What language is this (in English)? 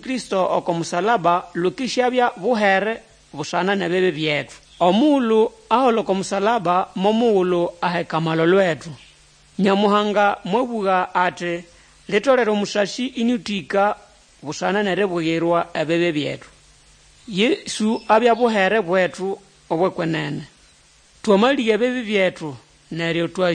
Nande